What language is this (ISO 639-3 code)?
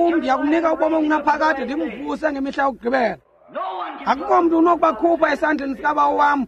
xho